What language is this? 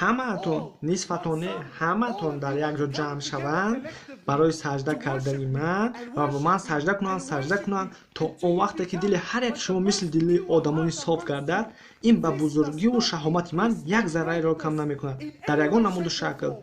Tajik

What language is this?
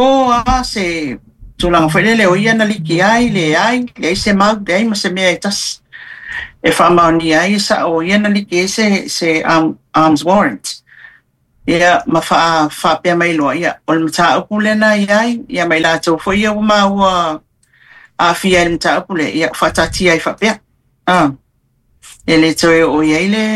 Samoan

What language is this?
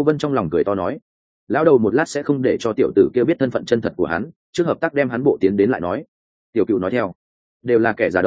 Vietnamese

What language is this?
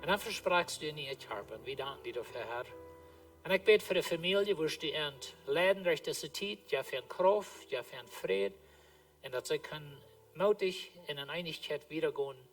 Plautdietsch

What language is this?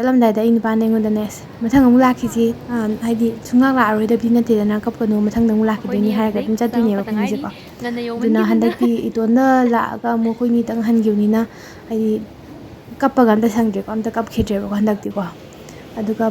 Manipuri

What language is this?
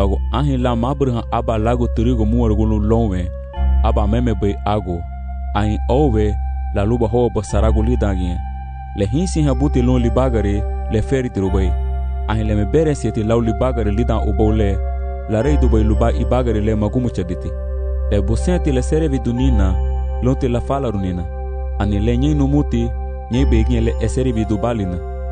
Garifuna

